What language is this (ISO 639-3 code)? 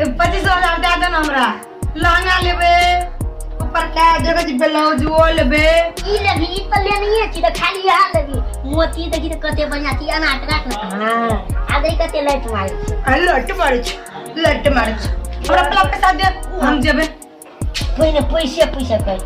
mai